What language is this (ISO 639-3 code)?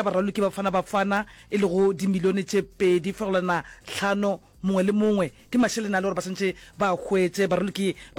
nso